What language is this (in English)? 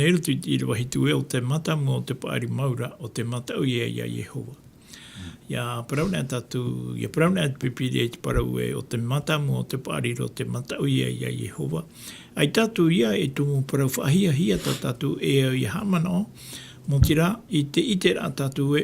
Tahitian